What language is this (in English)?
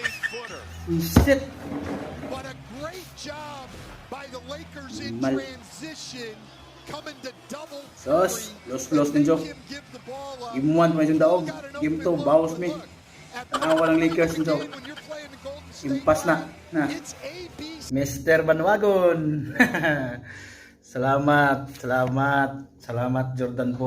Cebuano